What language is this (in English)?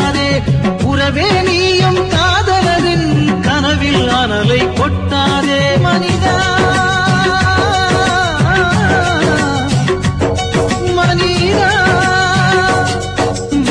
Tamil